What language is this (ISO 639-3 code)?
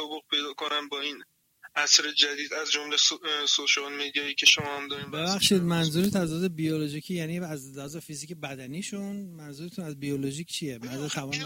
fas